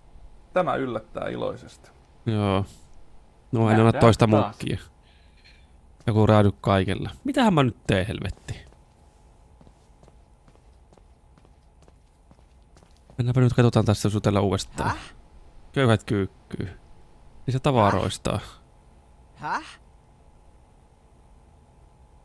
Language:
Finnish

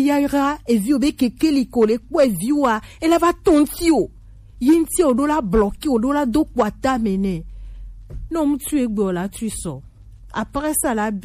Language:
Gen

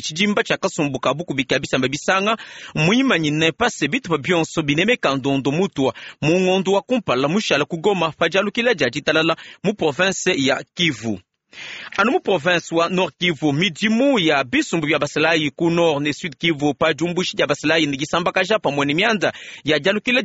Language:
Luba-Lulua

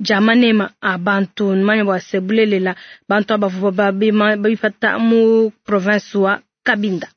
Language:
Luba-Lulua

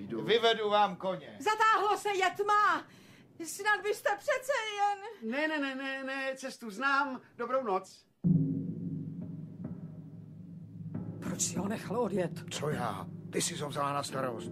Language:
Czech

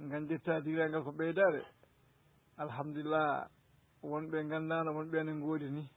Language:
Fula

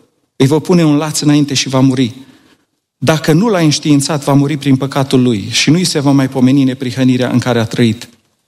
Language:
Romanian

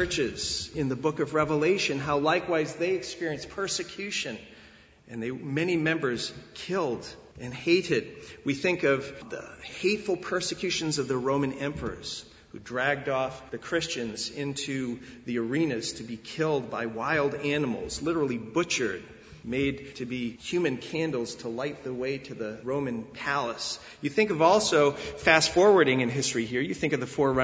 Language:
English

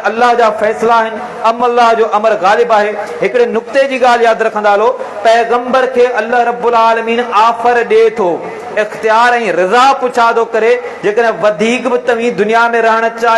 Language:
Sindhi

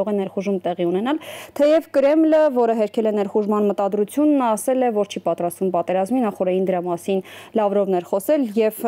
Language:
Armenian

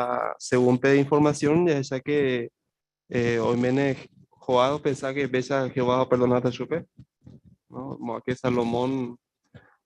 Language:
Guarani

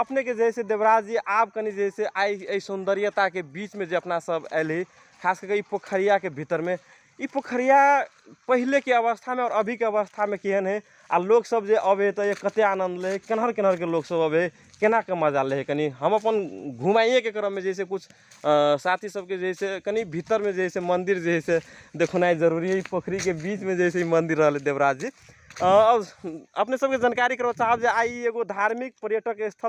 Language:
Magahi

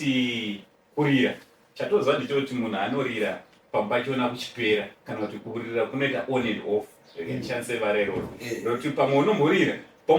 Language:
Shona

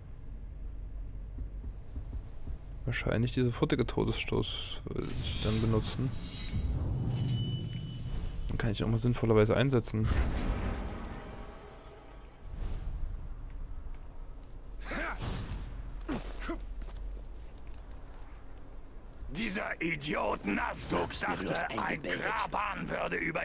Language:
German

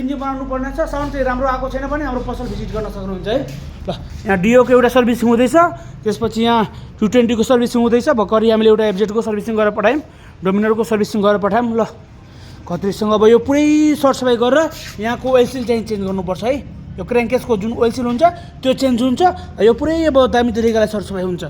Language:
Nepali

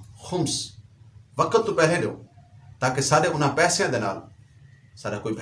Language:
Saraiki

